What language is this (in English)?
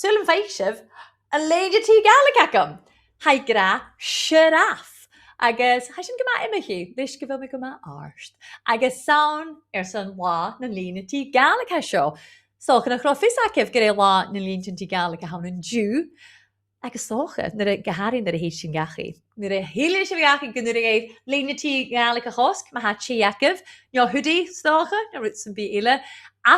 Scottish Gaelic